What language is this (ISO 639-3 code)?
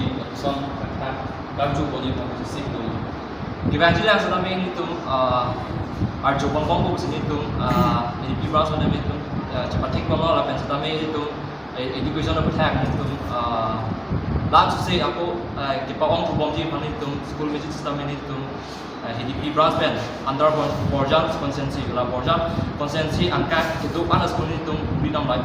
mjw